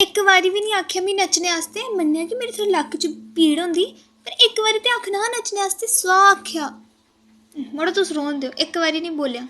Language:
Dogri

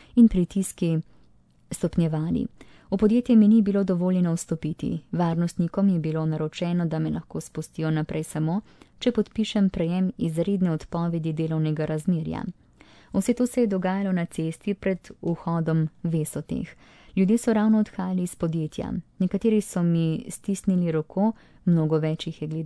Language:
Slovenian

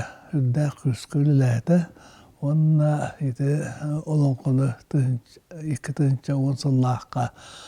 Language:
Yakut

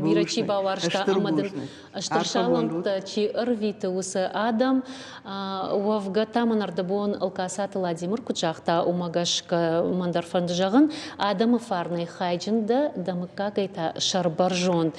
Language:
Ossetic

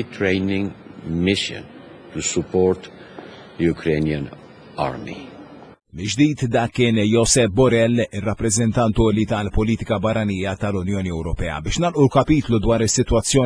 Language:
Maltese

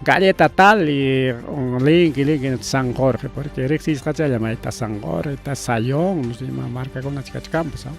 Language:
Ayacucho Quechua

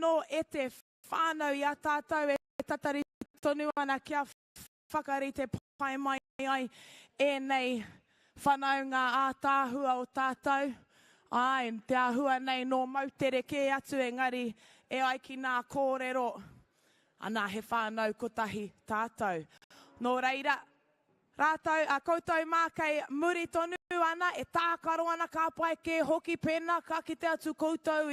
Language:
Māori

